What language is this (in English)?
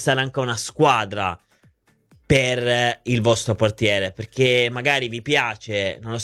Italian